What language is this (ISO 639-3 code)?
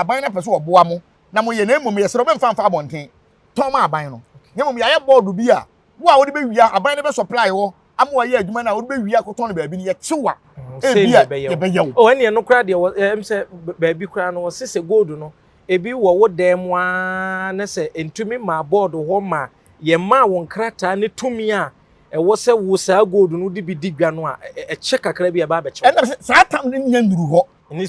aka